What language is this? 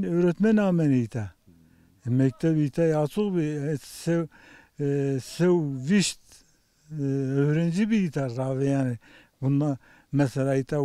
Zaza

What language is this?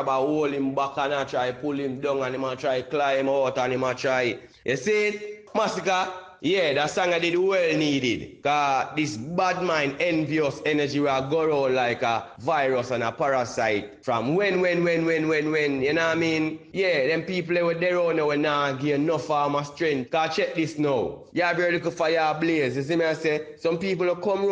Jamaican Creole English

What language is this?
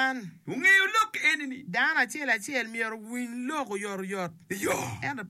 Acoli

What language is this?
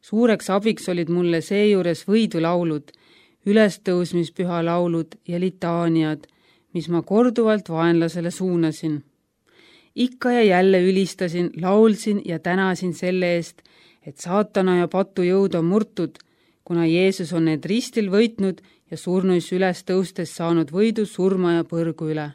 Estonian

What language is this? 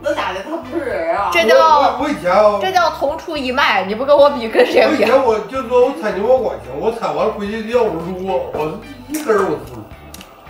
Chinese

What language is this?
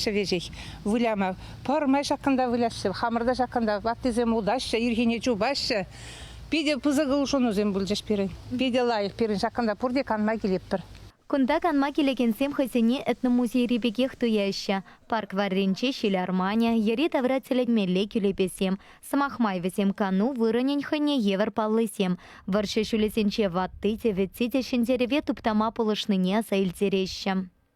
Chuvash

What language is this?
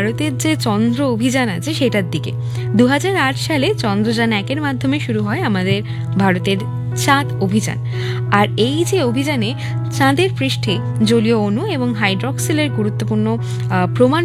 Bangla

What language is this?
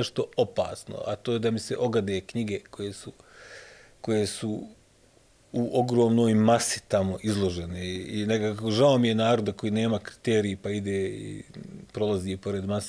Bosnian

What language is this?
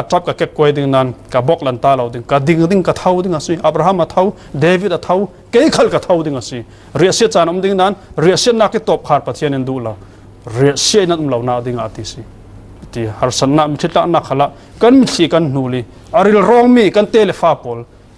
Falam Chin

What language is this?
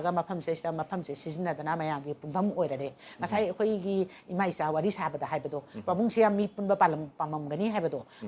Manipuri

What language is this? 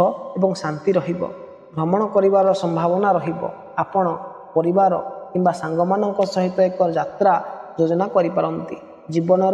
Odia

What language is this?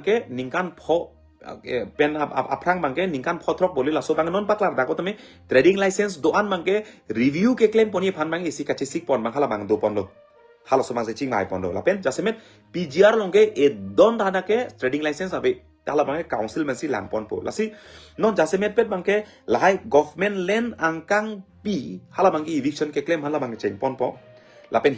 Karbi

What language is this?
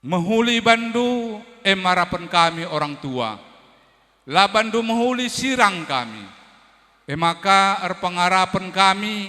Batak Karo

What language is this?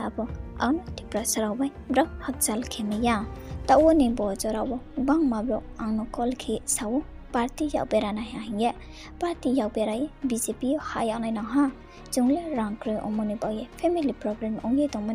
Riang (India)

